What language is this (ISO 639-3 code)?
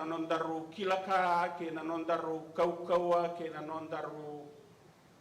fij